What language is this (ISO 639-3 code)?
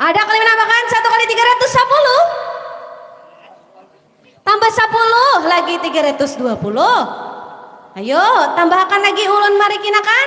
bjn